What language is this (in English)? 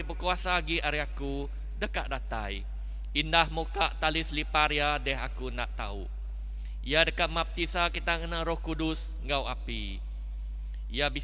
Iban